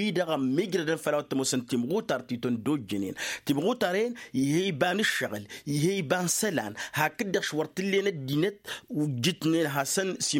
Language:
Tamasheq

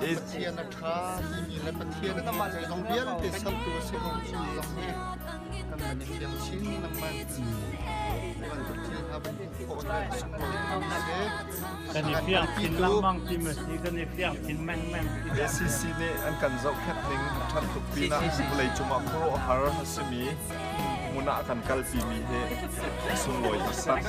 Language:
Hakha Chin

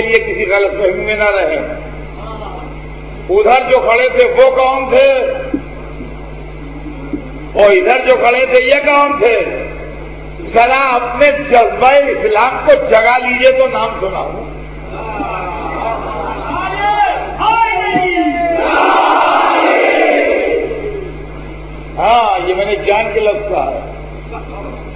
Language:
Urdu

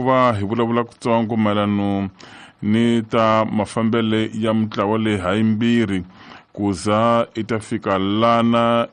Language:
Tsonga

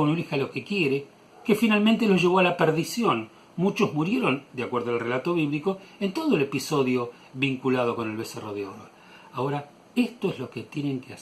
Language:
Ladino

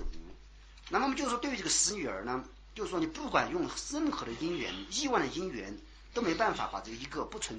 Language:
Chinese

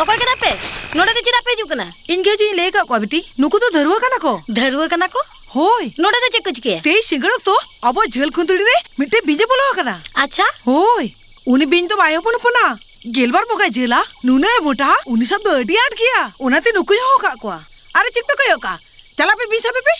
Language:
Santali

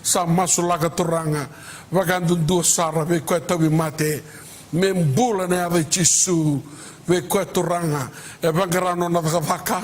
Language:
Fijian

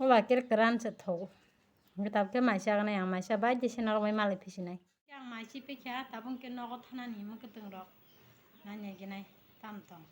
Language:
Kok Borok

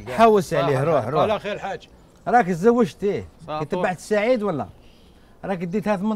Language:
Algerian Arabic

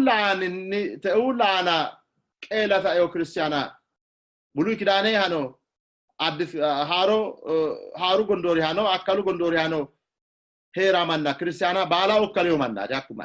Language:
Sidamo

